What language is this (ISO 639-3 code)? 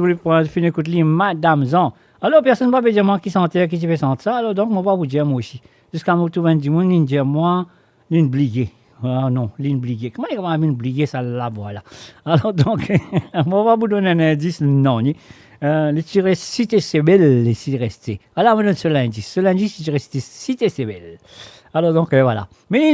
mfe